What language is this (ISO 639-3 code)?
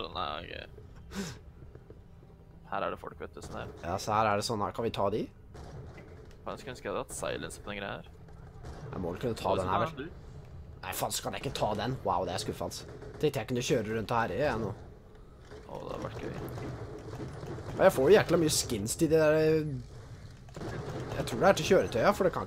nor